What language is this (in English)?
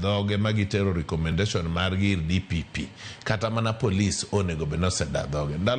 Luo (Kenya and Tanzania)